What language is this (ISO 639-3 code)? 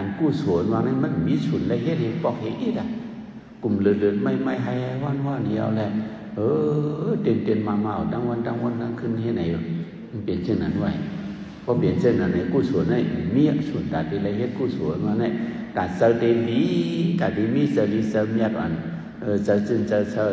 shn